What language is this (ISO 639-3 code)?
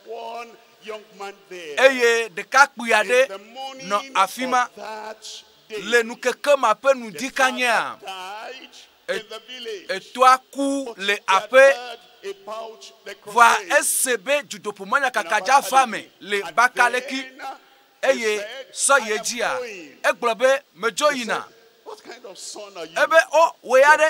ewe